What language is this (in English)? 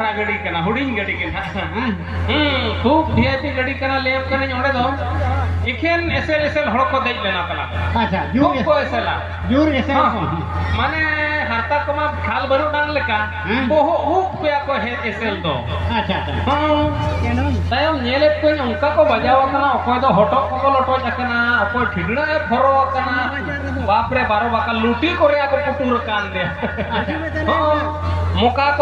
Santali